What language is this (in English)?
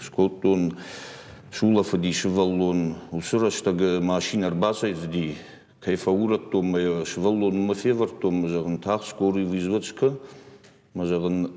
Ossetic